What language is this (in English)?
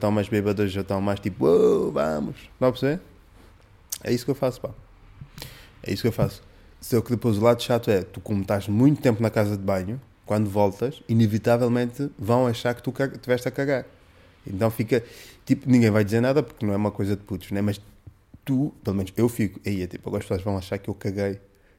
Portuguese